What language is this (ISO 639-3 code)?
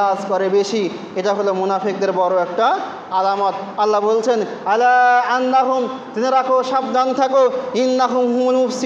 ben